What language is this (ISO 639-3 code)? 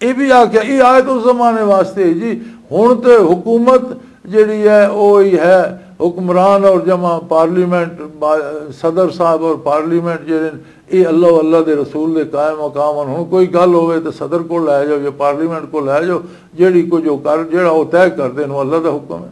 lah